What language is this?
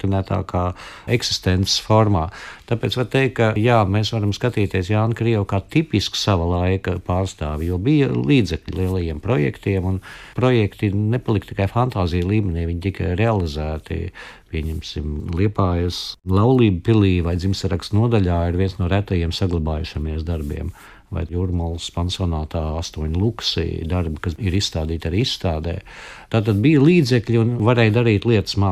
Latvian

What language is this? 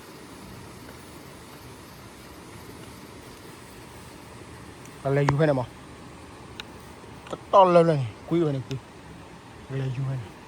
S'gaw Karen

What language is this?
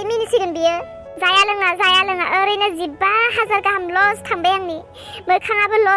Bodo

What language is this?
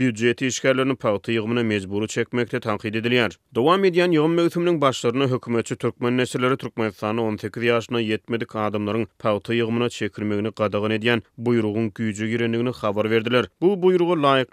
Turkmen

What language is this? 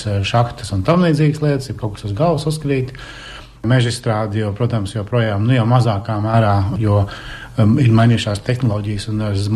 Latvian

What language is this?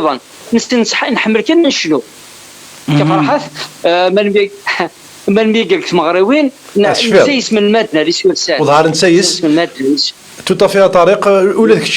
Kabyle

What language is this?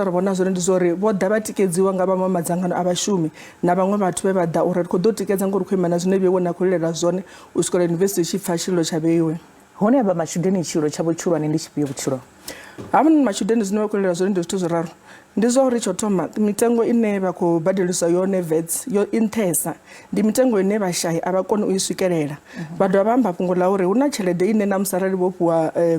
Venda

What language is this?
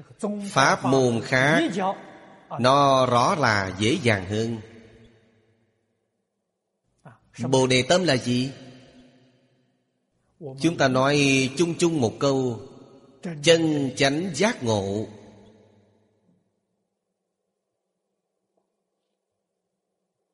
Vietnamese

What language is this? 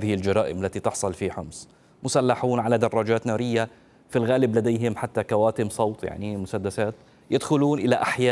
Arabic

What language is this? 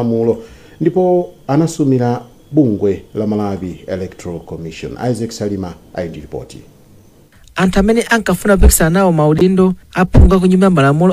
Nyanja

